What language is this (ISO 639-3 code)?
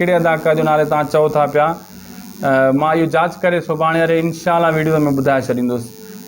snd